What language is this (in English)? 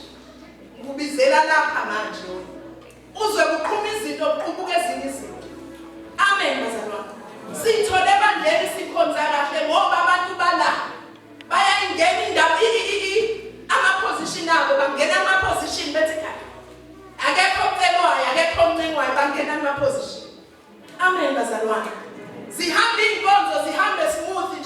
Zulu